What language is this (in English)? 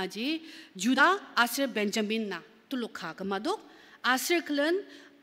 Ao Naga